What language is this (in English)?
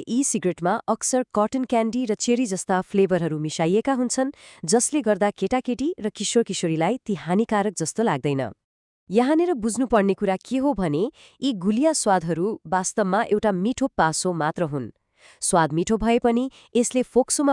Nepali